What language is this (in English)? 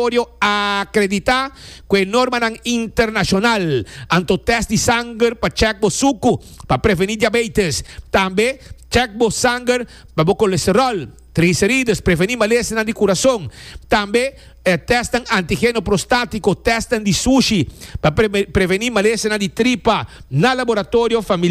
Papiamento